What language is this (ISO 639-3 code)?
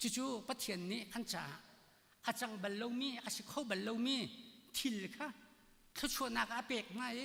cnh